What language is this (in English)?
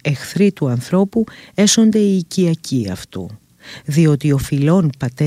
Greek